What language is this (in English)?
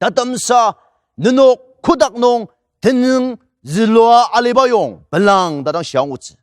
Ao Naga